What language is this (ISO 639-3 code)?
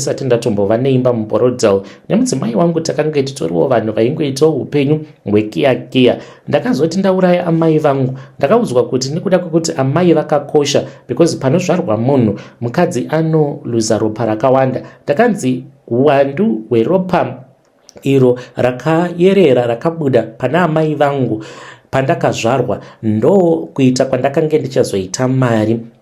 sna